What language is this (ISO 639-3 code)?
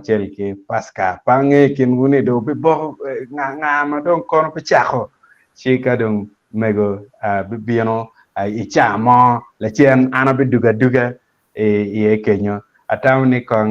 ach